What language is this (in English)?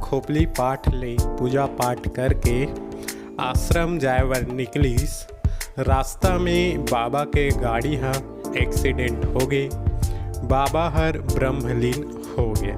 Chhattisgarhi